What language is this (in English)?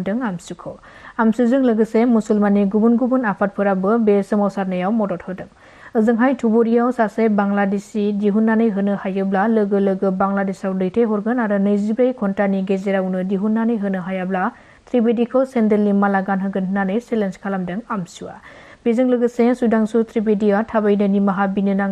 Bodo